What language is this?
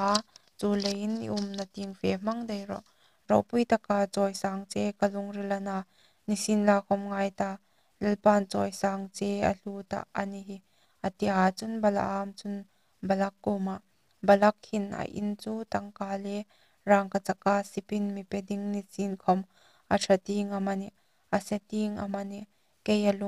Hmar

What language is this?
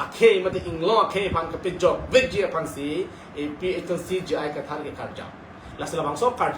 Karbi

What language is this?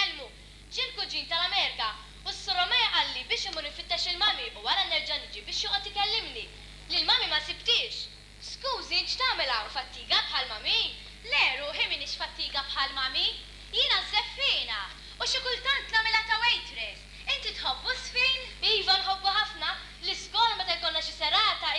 Maltese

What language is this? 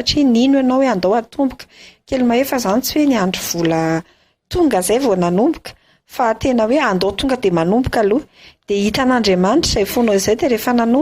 Malagasy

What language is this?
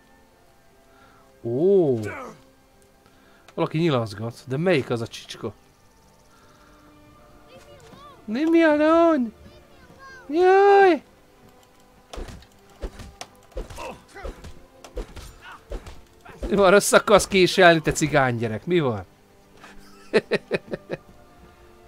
Hungarian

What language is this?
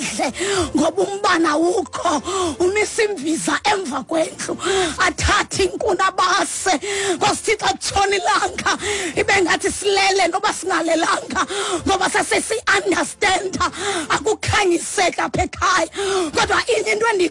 Xhosa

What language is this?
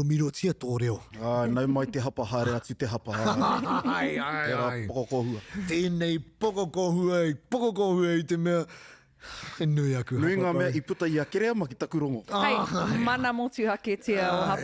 Māori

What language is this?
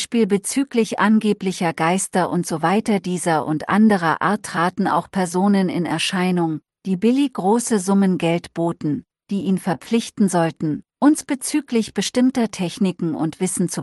German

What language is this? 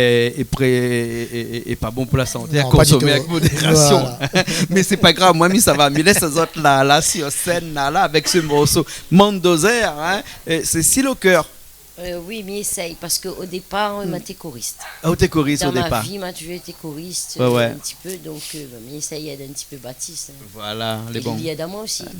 Réunion Creole French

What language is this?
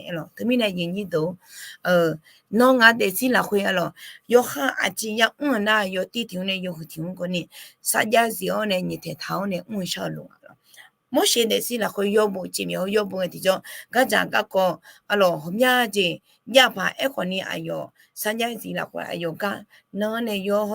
Akha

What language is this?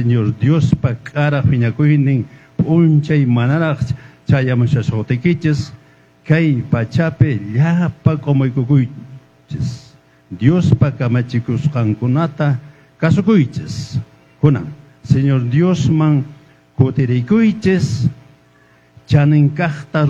Quechua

